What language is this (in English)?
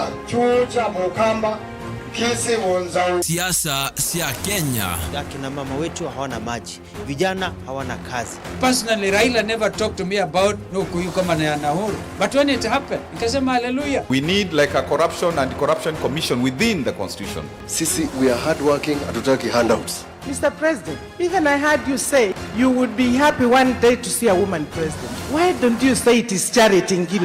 Kamba